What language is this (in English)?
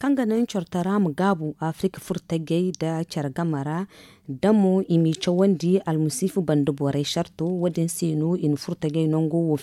Zarma